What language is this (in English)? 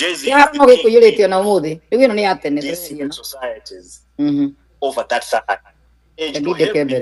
Kikuyu